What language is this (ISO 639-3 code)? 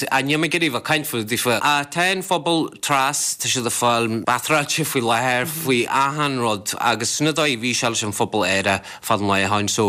gle